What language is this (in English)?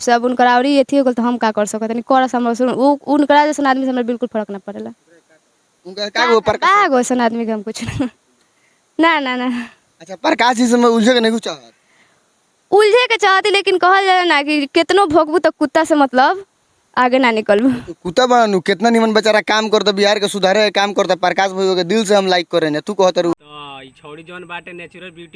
Bhojpuri